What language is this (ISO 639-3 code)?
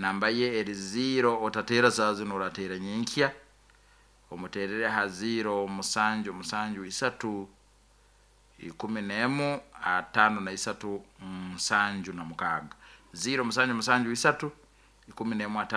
nyo